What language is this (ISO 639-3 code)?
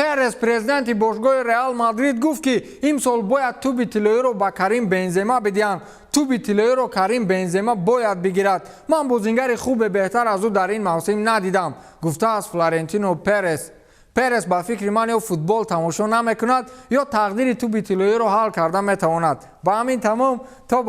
tgk